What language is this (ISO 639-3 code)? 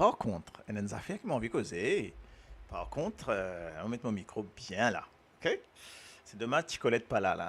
mfe